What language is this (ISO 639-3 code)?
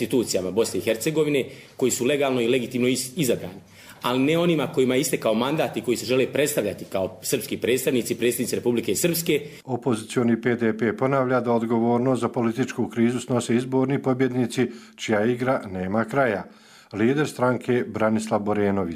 hrv